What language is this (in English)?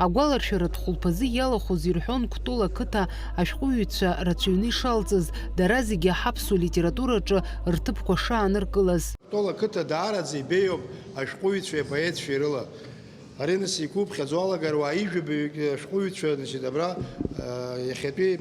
Abkhazian